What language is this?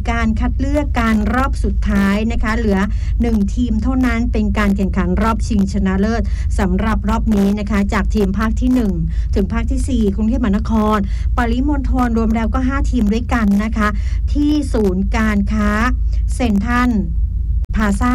Thai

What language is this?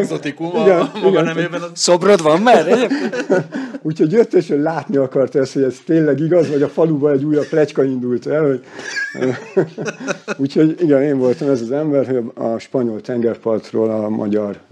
Hungarian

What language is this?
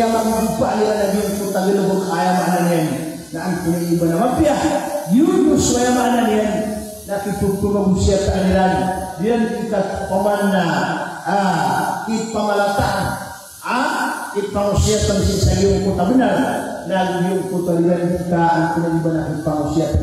Maranao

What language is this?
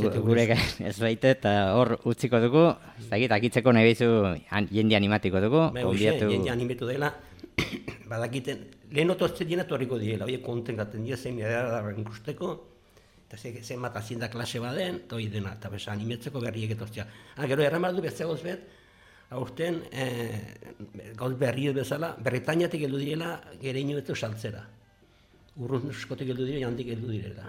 Basque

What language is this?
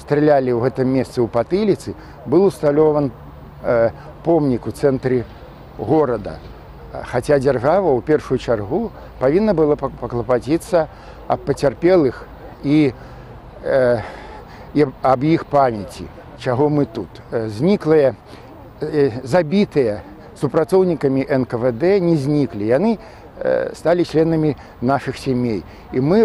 Belarusian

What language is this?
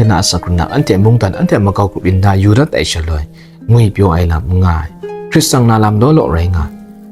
Kachin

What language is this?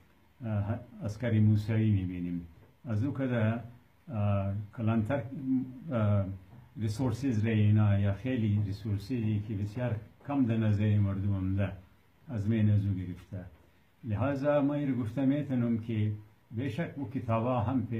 Persian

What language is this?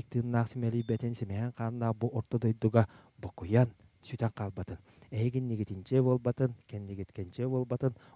Yakut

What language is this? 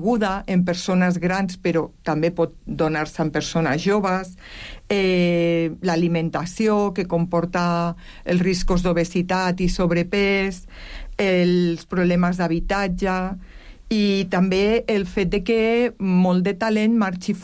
Catalan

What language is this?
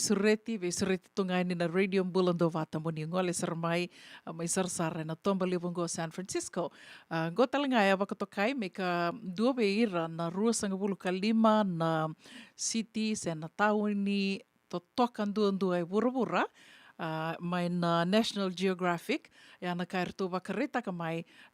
Fijian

